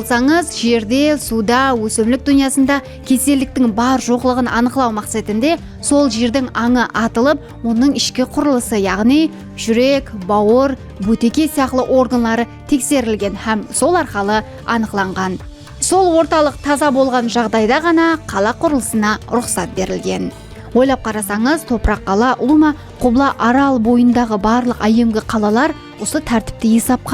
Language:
Kara-Kalpak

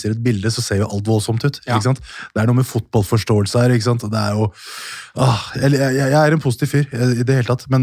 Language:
Norwegian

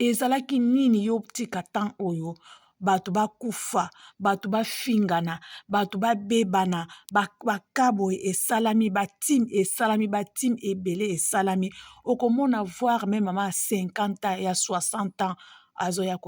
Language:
Lingala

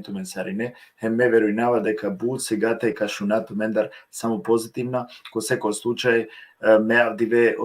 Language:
Balkan Romani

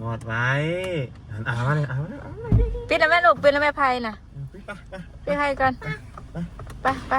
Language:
Northeastern Thai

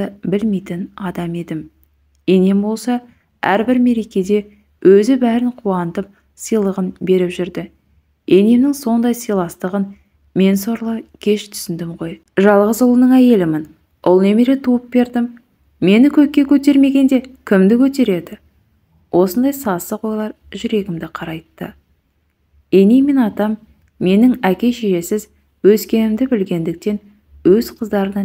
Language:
Kazakh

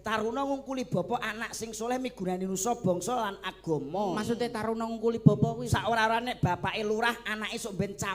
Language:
Javanese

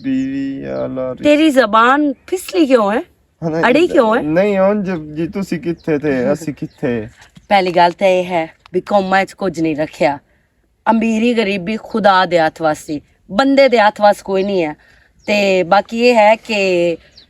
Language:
Western Panjabi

